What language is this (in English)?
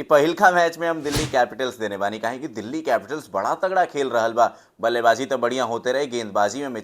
Bhojpuri